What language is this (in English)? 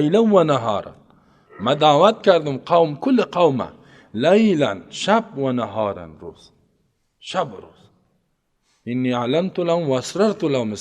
Persian